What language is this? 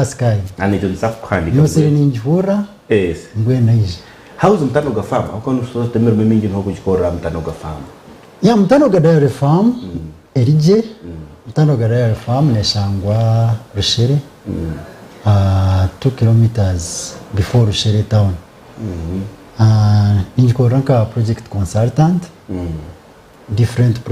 Nyankole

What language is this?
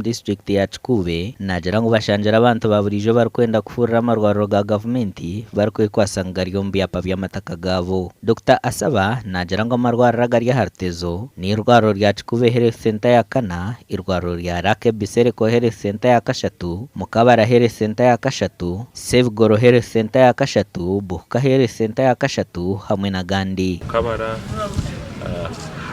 Nyankole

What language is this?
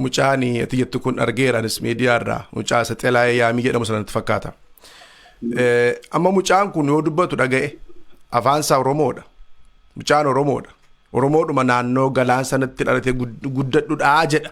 Oromo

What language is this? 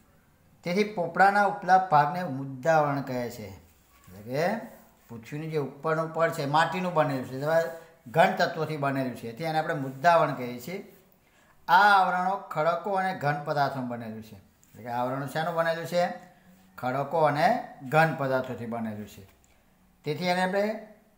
Gujarati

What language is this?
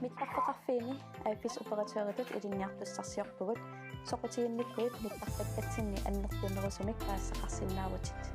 Kalaallisut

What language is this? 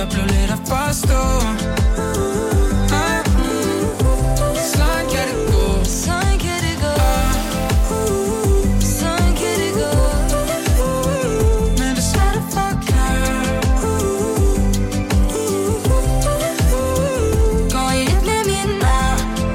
Danish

